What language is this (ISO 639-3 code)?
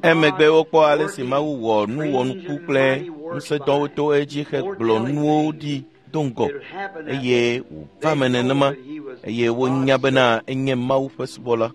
ewe